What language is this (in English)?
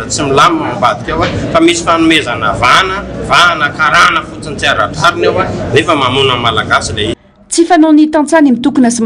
Malagasy